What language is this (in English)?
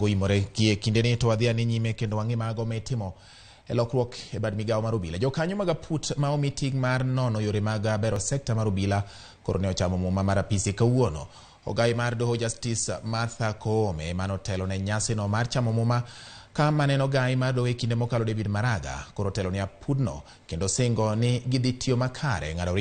Luo (Kenya and Tanzania)